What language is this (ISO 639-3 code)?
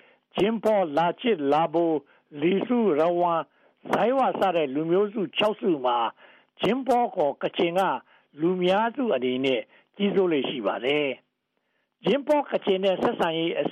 mya